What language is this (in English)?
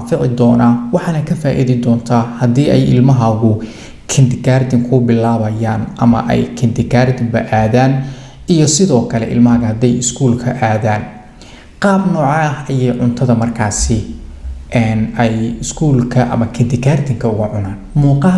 Somali